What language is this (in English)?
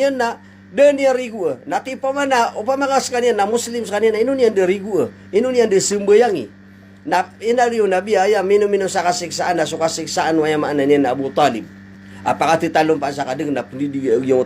Maranao